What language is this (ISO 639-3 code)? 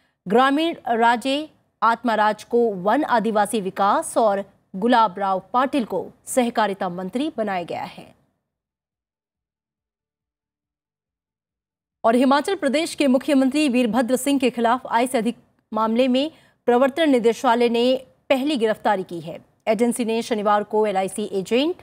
hin